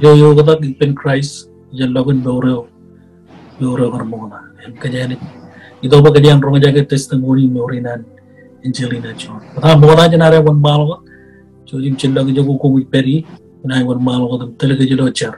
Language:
Marshallese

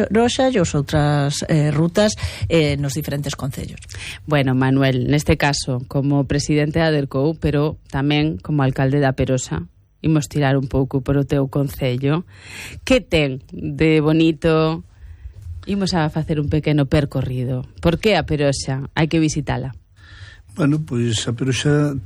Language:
Galician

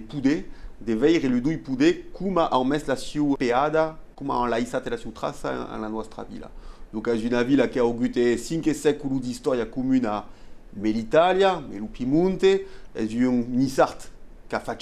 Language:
Occitan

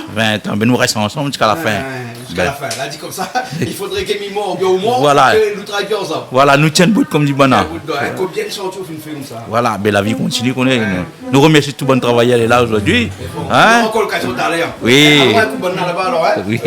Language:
Réunion Creole French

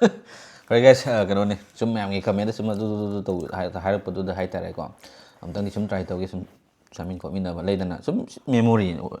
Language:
Manipuri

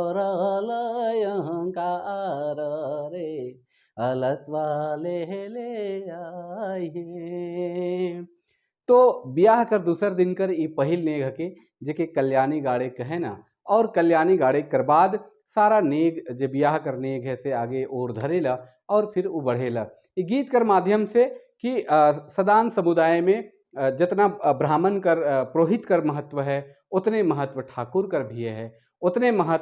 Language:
Sadri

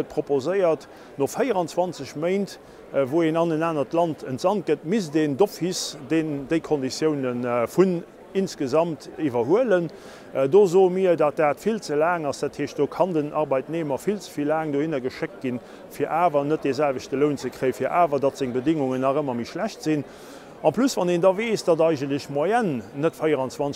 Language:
Luxembourgish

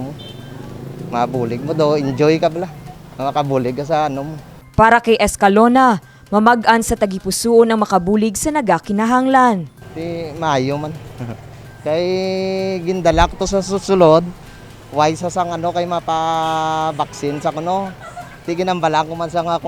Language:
Hiligaynon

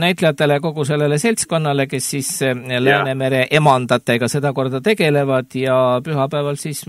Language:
Estonian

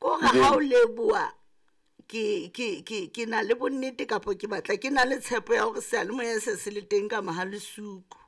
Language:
Southern Sotho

